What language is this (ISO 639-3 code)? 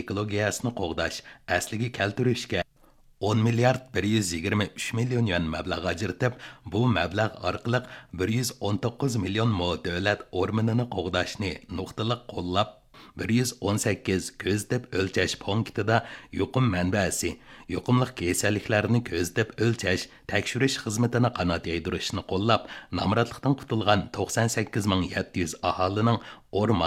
uig